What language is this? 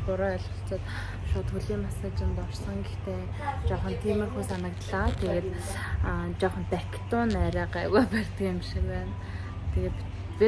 Mongolian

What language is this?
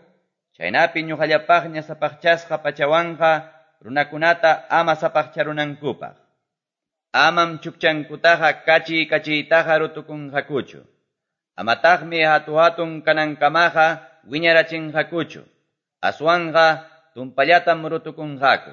Quechua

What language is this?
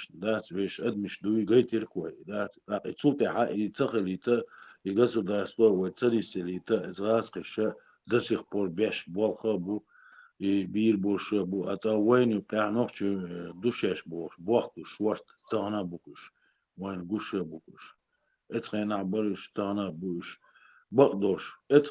Chechen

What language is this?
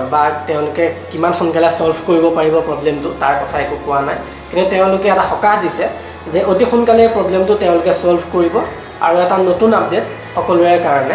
Assamese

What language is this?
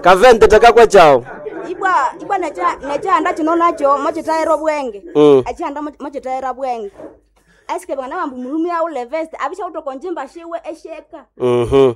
Nande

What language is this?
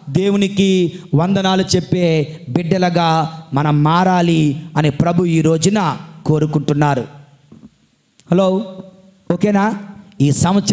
Telugu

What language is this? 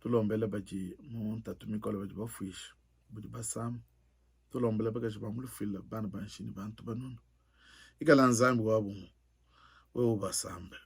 Luba-Lulua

